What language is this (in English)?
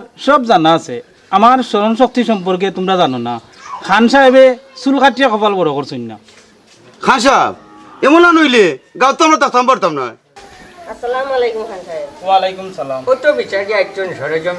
Sylheti